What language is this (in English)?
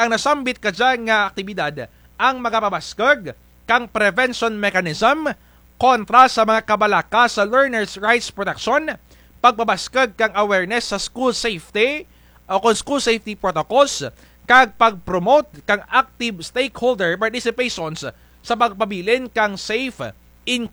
Kinaray-a